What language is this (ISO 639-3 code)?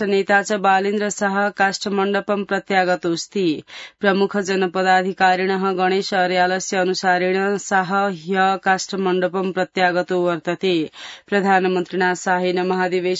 san